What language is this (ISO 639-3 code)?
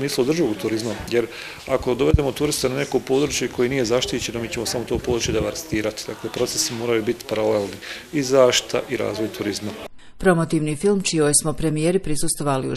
bos